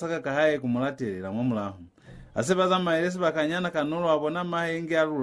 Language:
Lozi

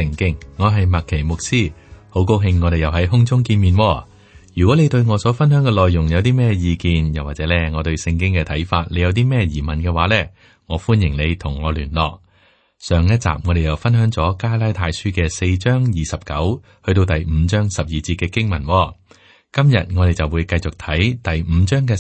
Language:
Cantonese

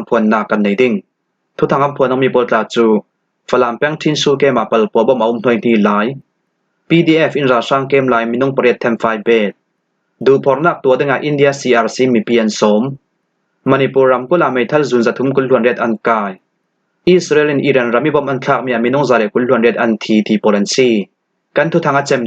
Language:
Falam Chin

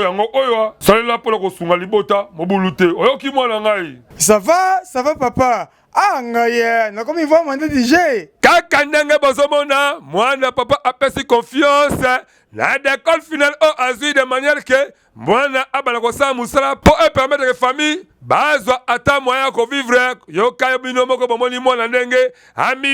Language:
Lingala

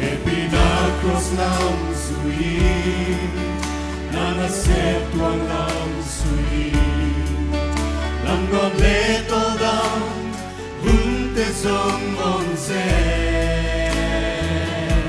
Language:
Paite Chin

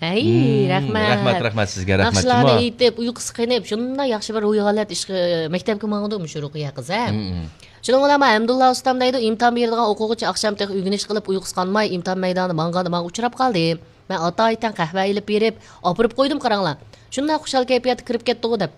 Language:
Uyghur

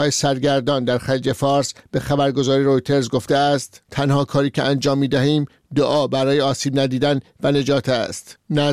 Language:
Persian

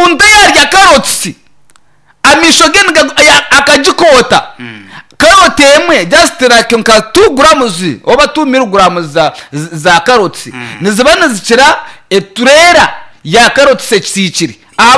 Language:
Nyankole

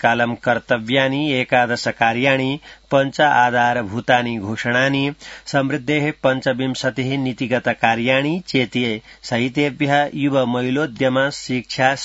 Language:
Sanskrit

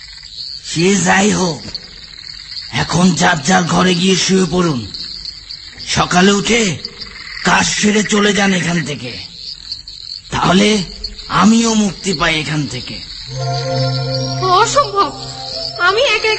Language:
Bangla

